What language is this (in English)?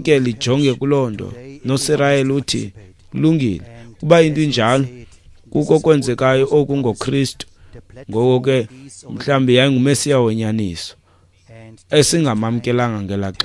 Xhosa